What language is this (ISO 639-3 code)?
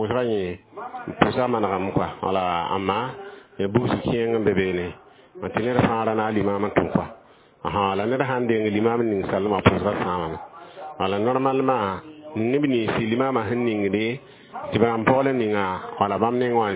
mos